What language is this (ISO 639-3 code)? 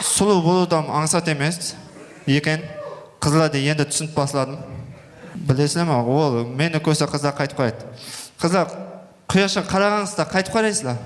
kaa